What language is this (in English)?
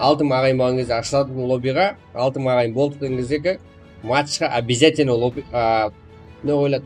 Kara-Kalpak